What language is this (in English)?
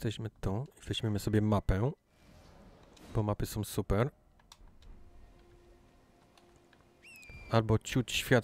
Polish